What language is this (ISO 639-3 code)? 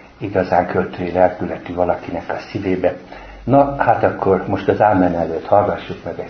hun